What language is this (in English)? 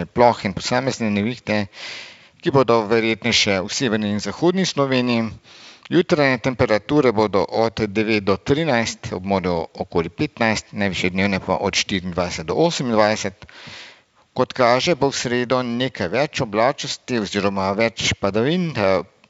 Slovenian